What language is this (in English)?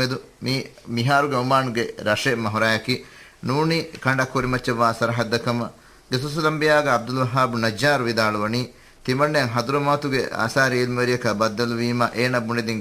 Divehi